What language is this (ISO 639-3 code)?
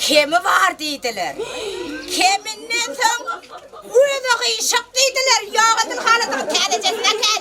tuk